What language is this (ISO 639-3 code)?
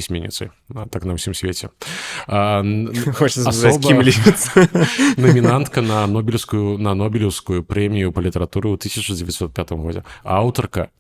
bel